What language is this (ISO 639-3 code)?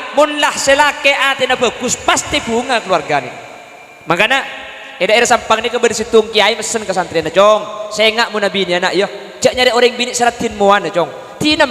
mad